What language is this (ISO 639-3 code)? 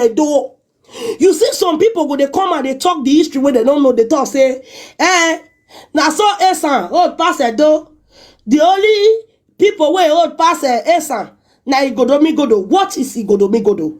pcm